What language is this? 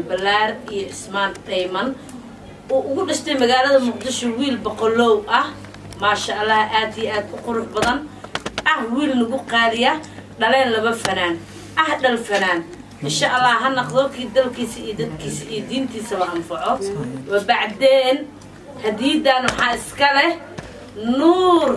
Somali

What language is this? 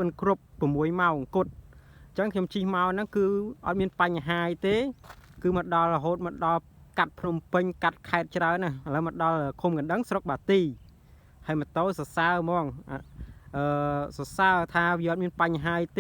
Khmer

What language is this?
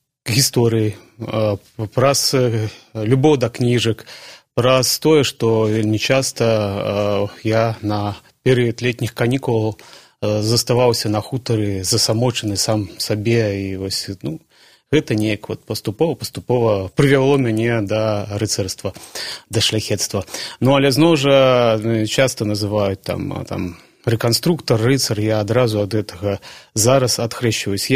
Belarusian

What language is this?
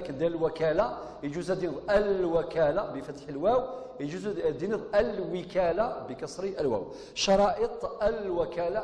Kabyle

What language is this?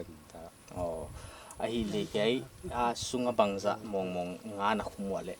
Paite Chin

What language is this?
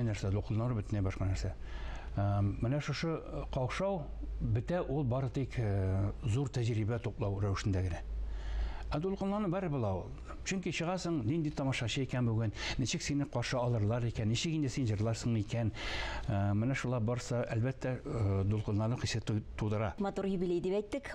Tatar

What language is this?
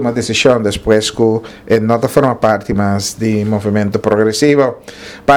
Papiamento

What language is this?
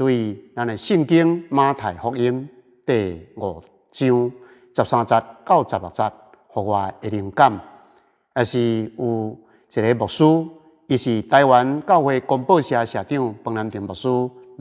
Min Nan Chinese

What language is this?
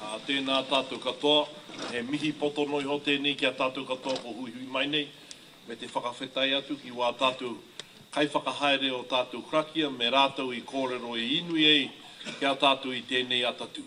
Māori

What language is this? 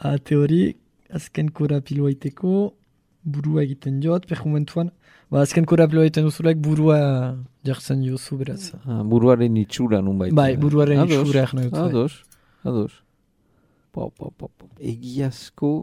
Basque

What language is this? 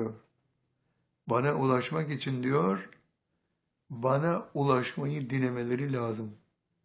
Turkish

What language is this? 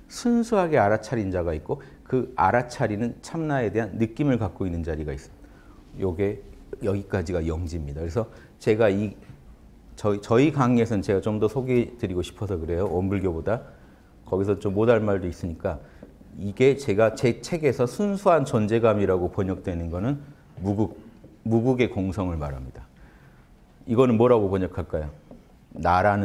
Korean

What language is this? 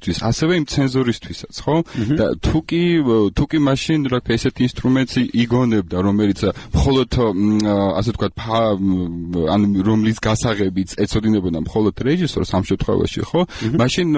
Georgian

